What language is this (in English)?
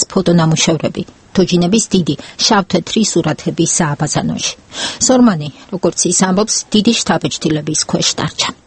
Georgian